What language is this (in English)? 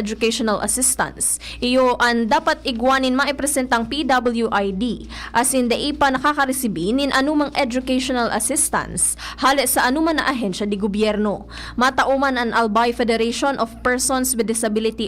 Bikol